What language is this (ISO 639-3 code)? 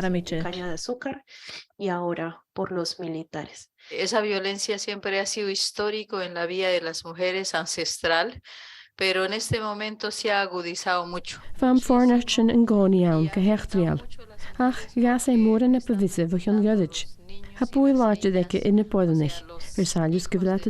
gla